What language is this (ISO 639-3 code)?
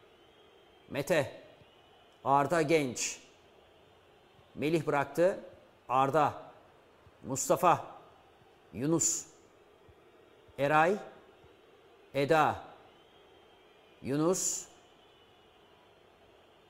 tur